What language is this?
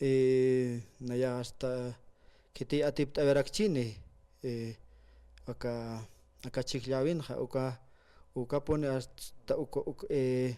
Aymara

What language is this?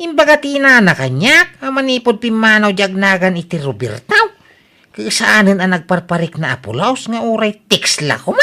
Iloko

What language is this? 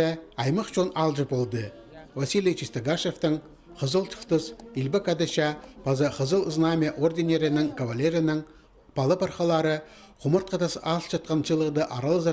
Khakas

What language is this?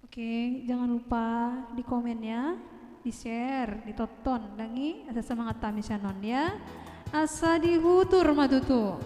Batak Toba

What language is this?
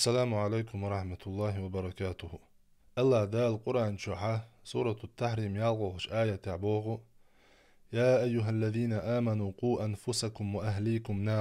Chechen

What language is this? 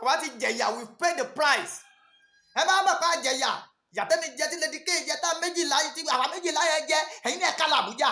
Yoruba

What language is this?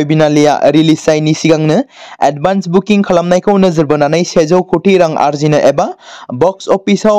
Bodo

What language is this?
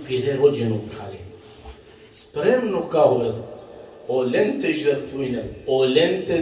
Balkan Romani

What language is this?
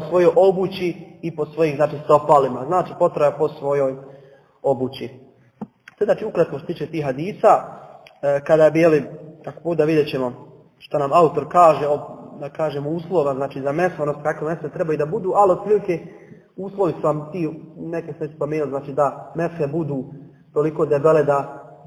Bosnian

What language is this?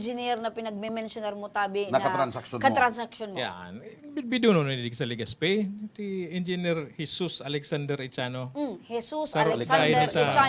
Bikol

